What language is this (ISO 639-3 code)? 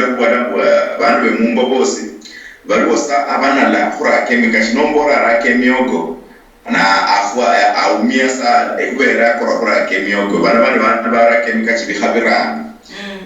luy